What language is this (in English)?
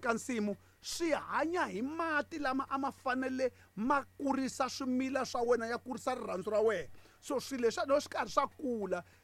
Tsonga